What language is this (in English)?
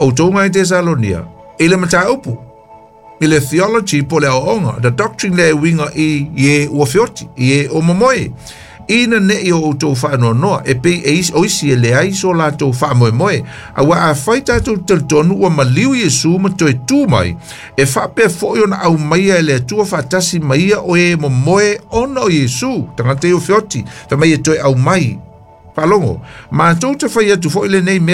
Samoan